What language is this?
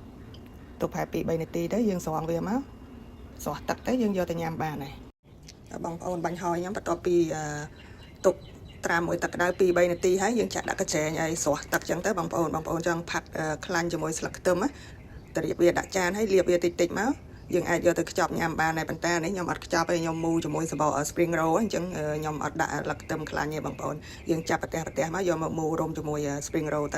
Khmer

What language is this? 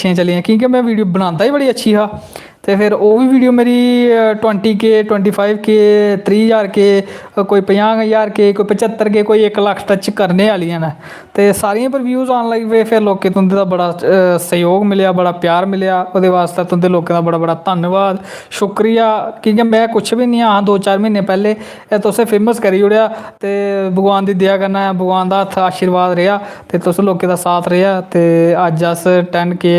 Dogri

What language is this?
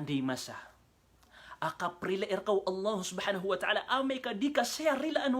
Maranao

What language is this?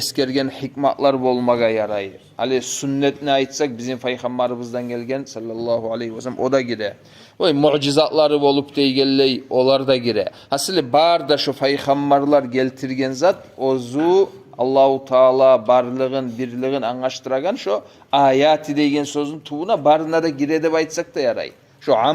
Kumyk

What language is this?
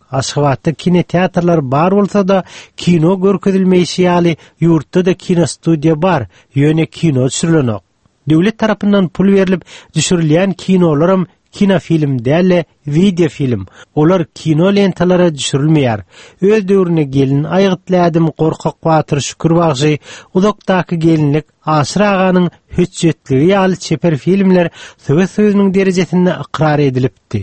Turkmen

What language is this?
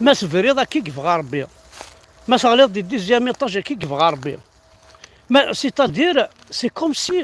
Kabyle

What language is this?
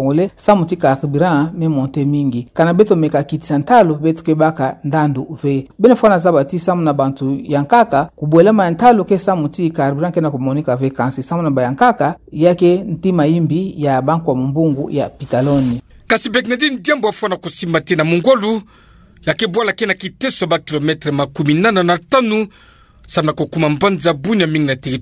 Kituba (Democratic Republic of Congo)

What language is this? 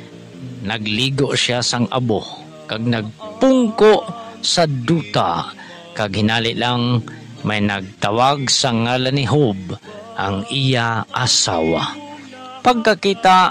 Hiligaynon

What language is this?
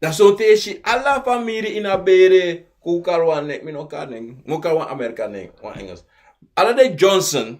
Sranan Tongo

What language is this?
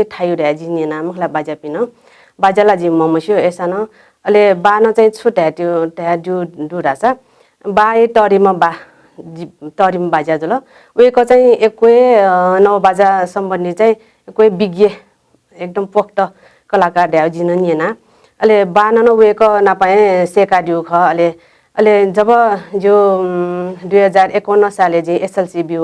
Newari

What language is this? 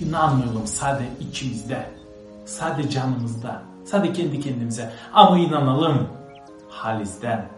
Gagauz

